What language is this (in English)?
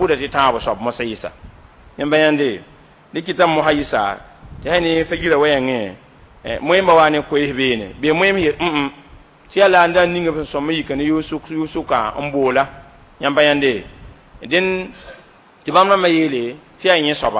Mossi